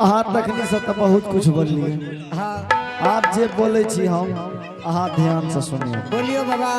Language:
Angika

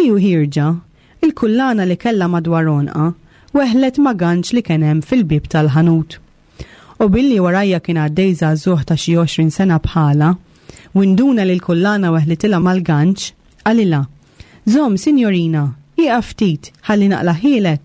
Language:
Maltese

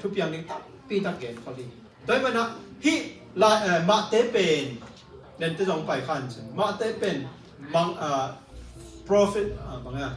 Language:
Tedim Chin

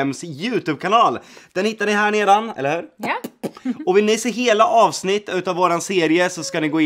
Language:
Swedish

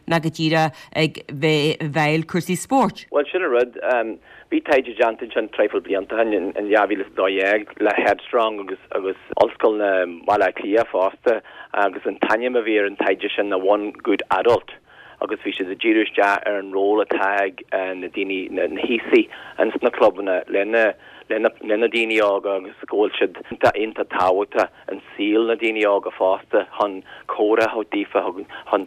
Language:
Irish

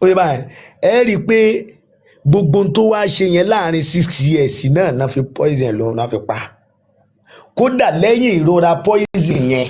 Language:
Yoruba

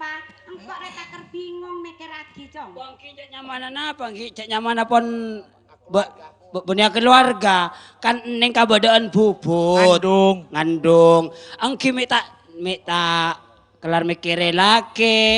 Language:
Madurese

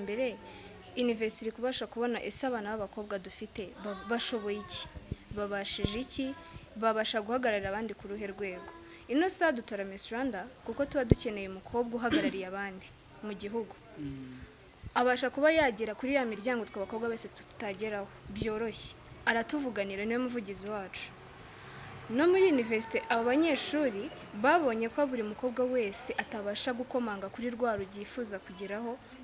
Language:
Kinyarwanda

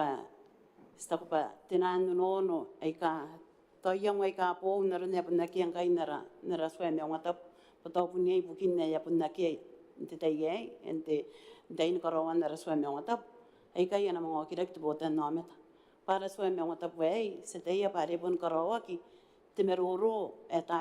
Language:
Gilbertese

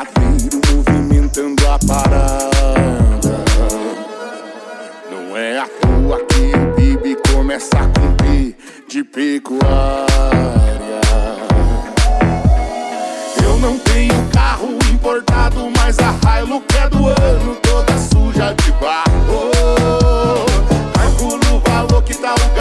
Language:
Portuguese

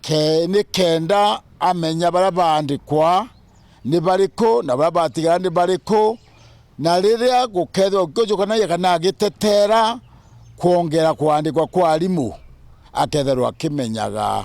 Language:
Meru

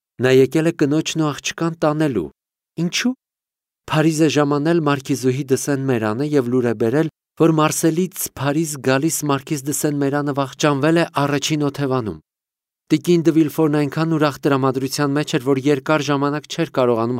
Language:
Armenian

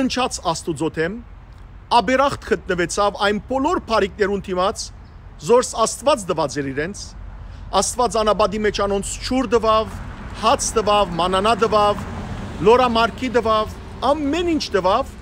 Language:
Western Armenian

